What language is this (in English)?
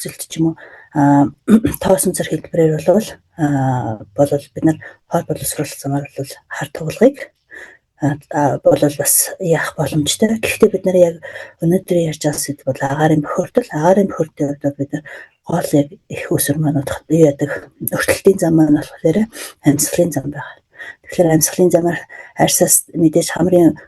Mongolian